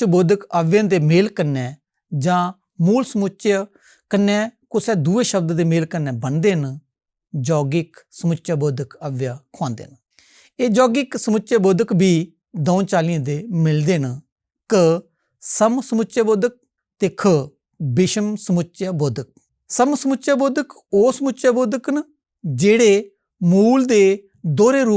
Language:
Dogri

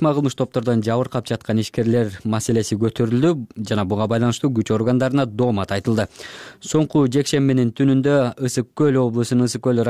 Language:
Kyrgyz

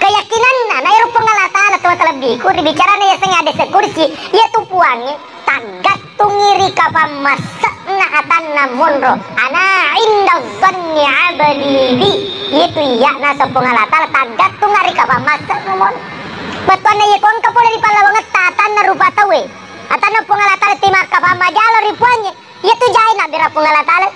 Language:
Buginese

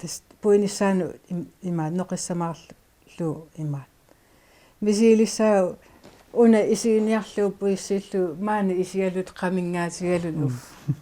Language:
Kalaallisut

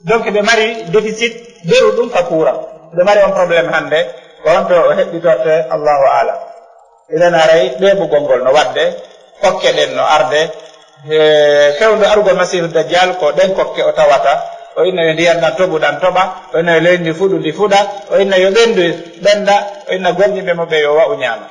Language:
Fula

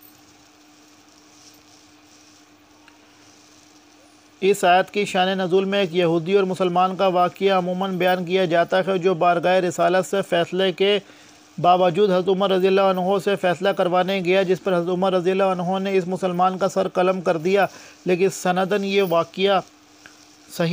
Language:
Urdu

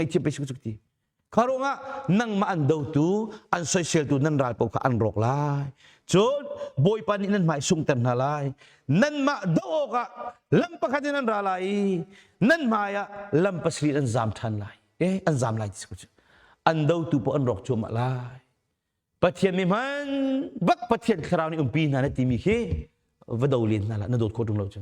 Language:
Hakha Chin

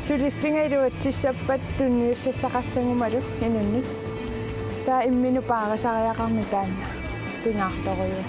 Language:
Kalaallisut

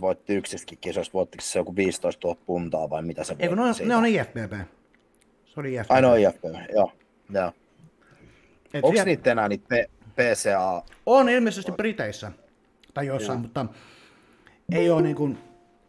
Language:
Finnish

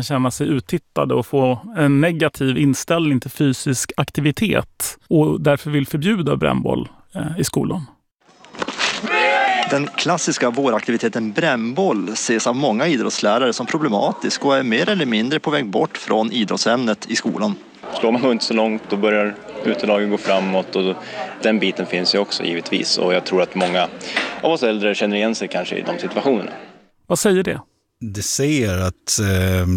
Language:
Swedish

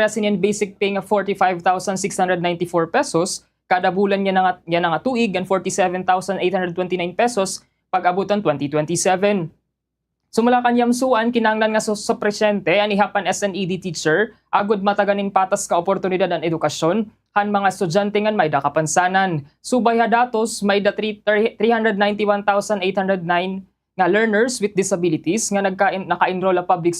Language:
Waray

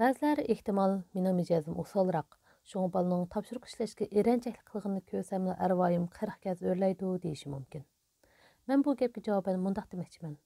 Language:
Uyghur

